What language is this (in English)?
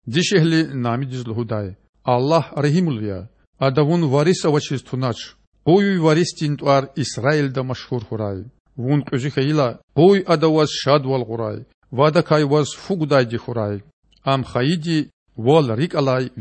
Lezghian